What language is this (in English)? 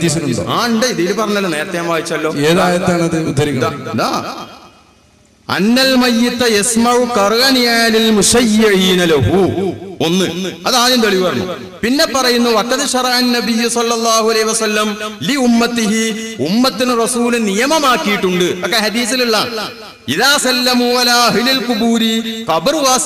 Malayalam